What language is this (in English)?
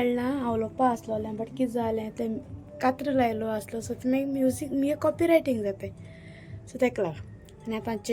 Konkani